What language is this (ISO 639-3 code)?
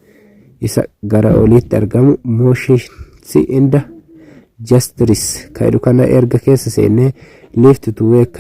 orm